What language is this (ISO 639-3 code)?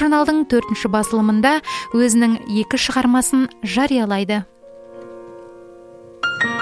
kaz